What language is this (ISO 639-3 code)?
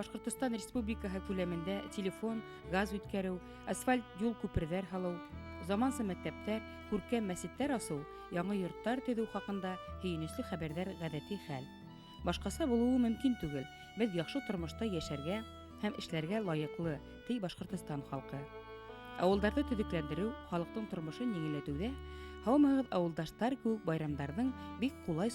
bak